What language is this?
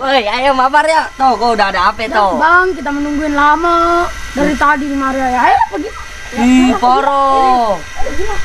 Betawi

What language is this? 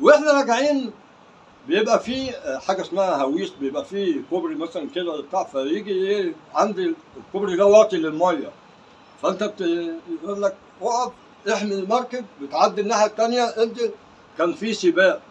Egyptian Arabic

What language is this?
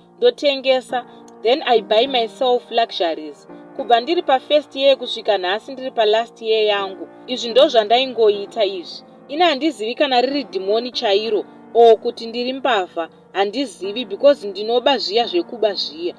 Shona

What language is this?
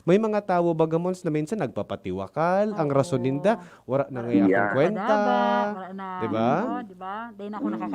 Bikol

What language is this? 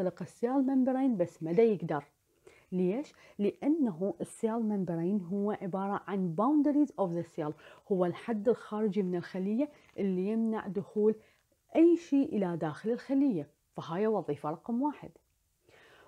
Mesopotamian Arabic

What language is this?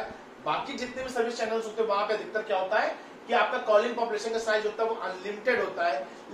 Hindi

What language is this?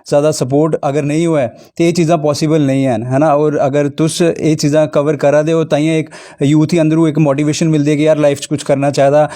Dogri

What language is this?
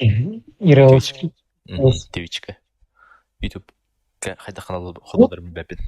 Yakut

